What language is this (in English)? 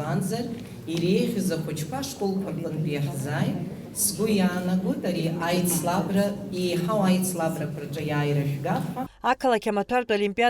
Abkhazian